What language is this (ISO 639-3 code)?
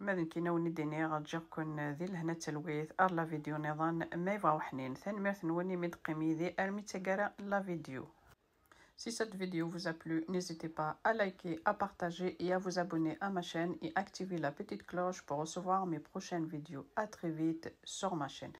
kab